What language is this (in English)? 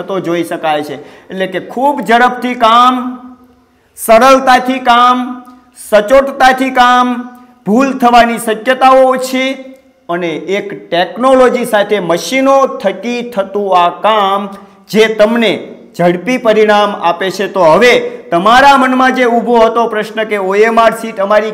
Gujarati